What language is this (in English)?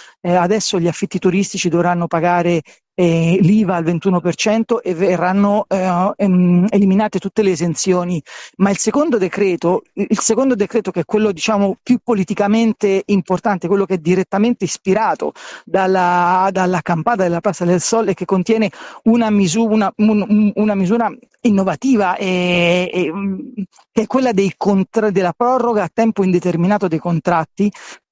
Italian